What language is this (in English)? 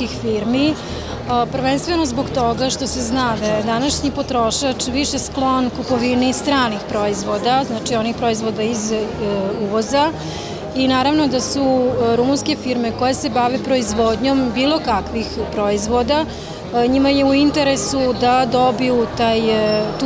Serbian